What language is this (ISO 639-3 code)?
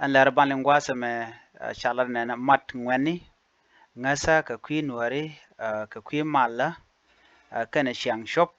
nus